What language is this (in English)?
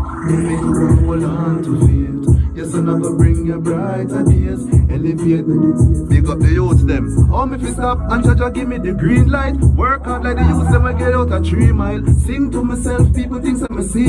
Jamaican Creole English